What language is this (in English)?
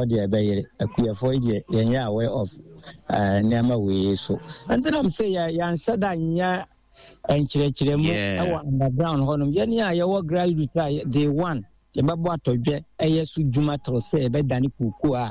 Akan